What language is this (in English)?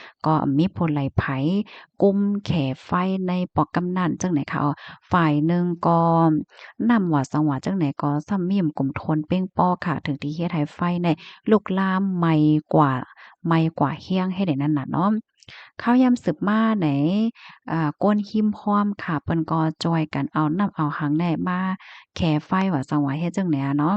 Shan